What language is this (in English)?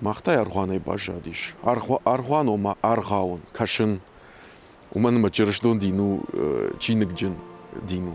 Ossetic